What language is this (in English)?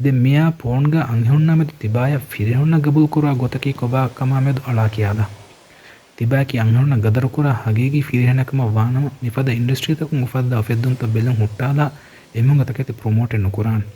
Divehi